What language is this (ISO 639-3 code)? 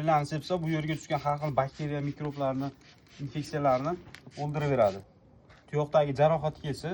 uzb